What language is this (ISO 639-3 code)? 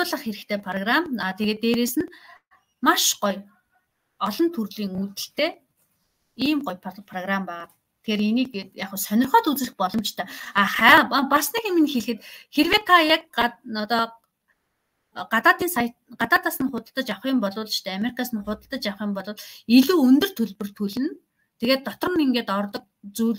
mon